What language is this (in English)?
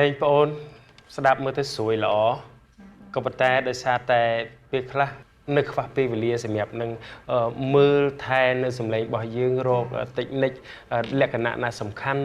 Khmer